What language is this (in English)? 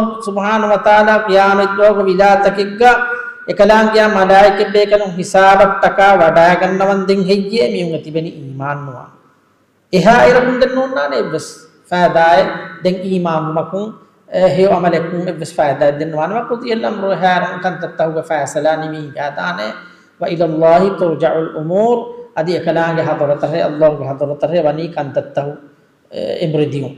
Divehi